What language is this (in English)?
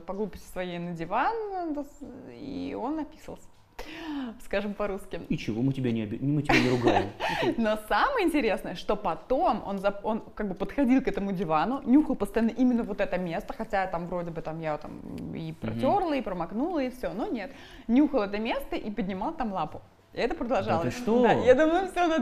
Russian